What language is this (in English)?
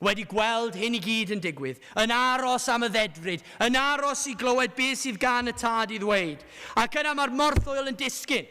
Welsh